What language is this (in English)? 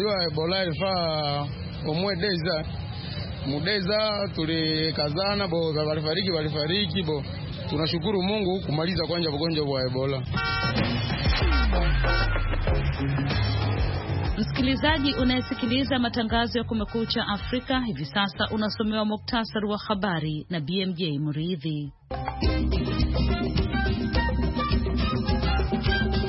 Swahili